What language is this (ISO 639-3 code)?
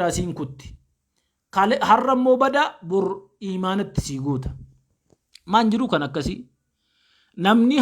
orm